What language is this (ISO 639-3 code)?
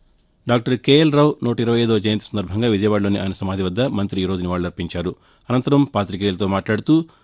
tel